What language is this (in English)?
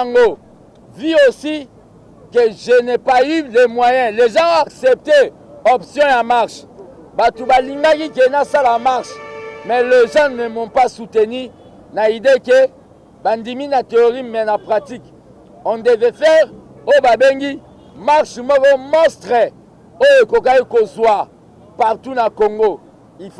Lingala